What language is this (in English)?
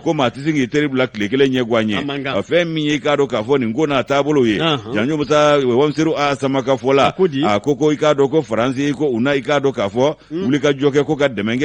Bambara